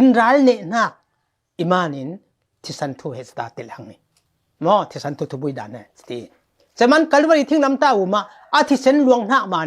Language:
Falam Chin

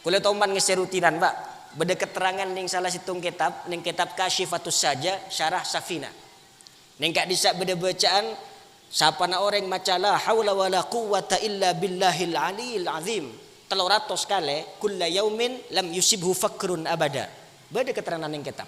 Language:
Madurese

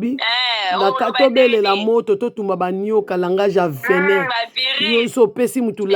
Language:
Lingala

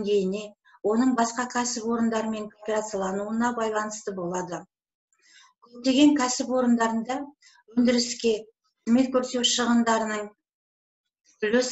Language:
Kazakh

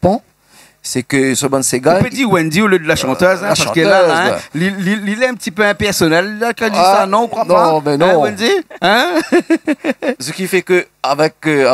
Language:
Réunion Creole French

